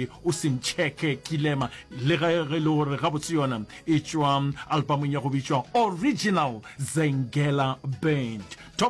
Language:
Northern Sotho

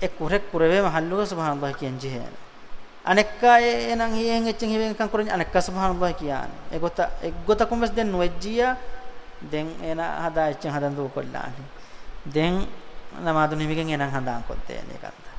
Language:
Divehi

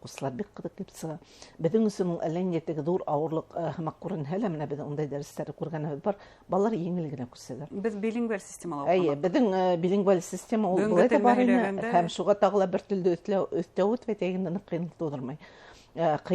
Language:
Bashkir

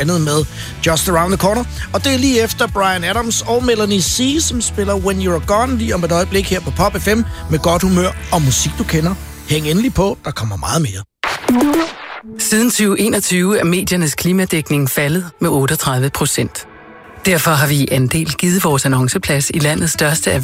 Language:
Danish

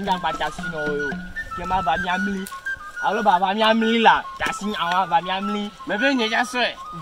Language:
Ewe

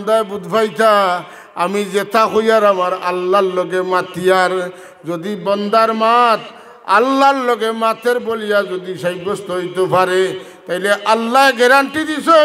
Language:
Sylheti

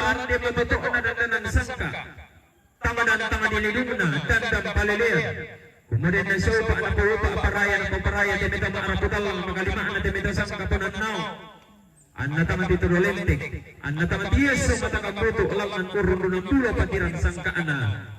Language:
Toraja-Sa'dan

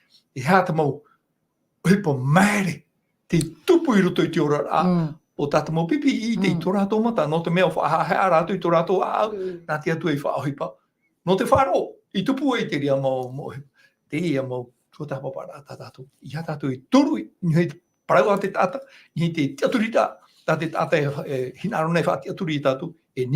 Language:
Tahitian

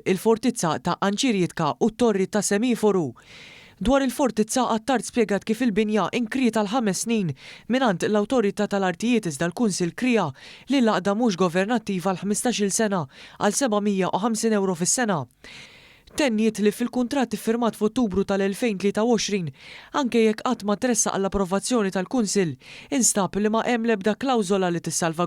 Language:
Maltese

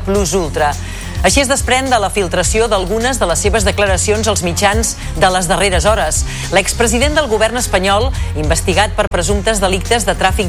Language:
Catalan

